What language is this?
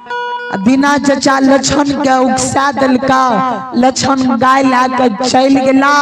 Maithili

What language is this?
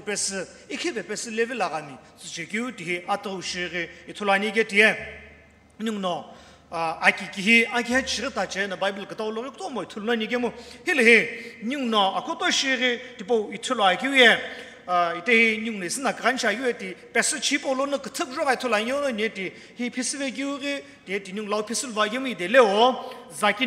Sumi Naga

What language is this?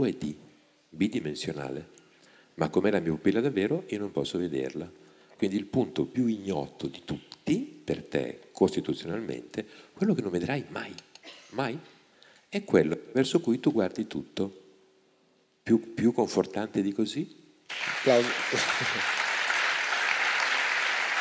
Italian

